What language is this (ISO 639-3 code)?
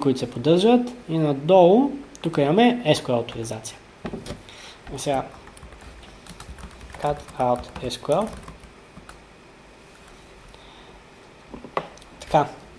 bul